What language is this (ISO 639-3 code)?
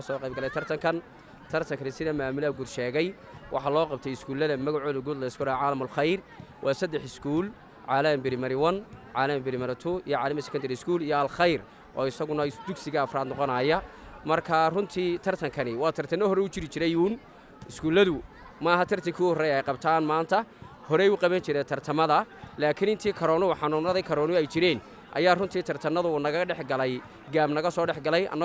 som